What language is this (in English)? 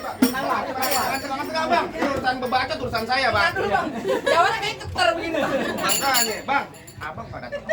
Betawi